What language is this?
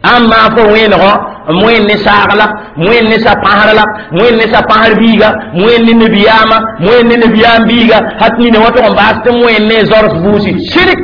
Mossi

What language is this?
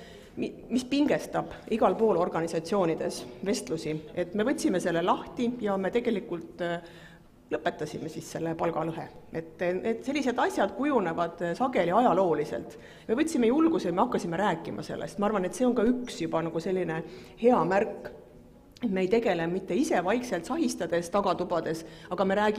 Estonian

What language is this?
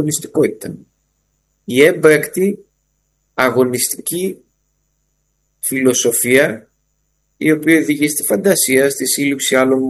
Greek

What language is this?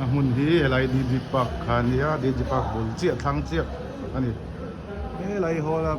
Mizo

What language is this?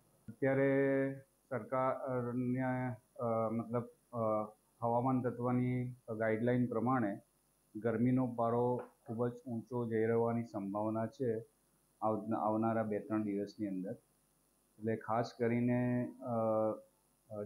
Gujarati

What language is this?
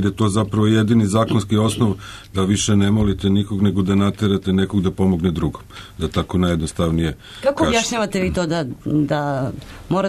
Serbian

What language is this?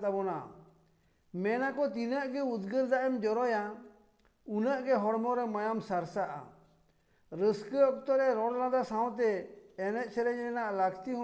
Santali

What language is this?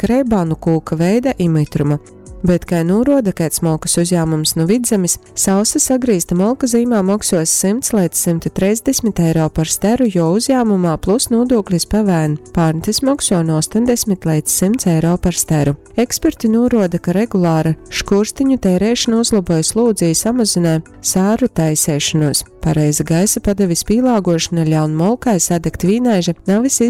Latgalian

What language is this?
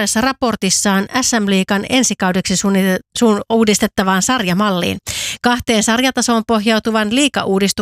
Finnish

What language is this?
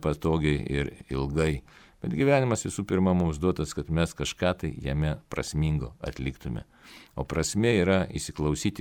Lithuanian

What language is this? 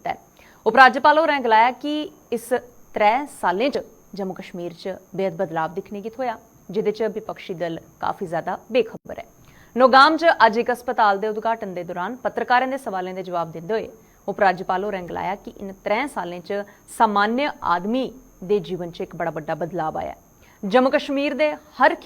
Dogri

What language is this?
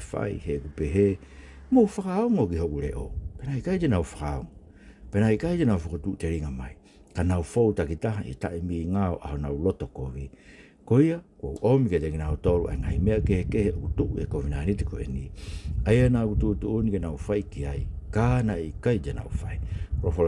Tongan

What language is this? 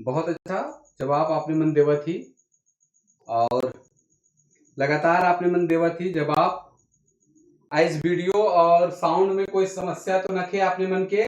Sadri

